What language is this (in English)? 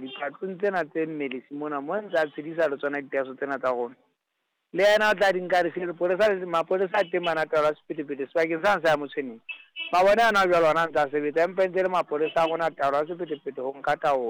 Southern Sotho